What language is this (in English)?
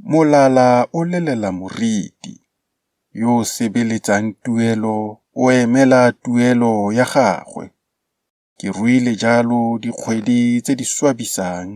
Tswana